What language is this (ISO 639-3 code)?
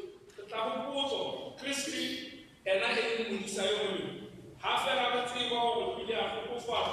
tsn